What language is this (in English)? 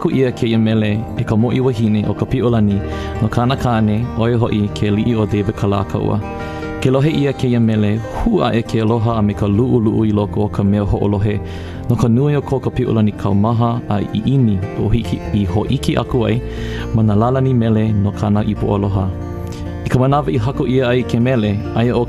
Hawaiian